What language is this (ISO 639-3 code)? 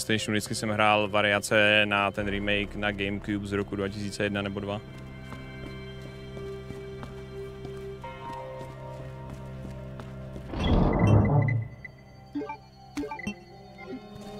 ces